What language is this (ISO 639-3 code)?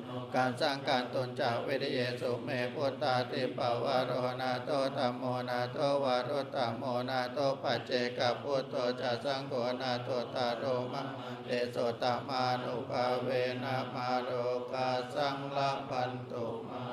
pli